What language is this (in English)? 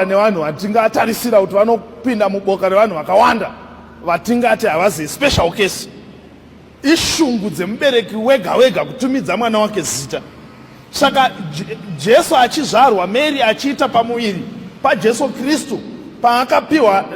Shona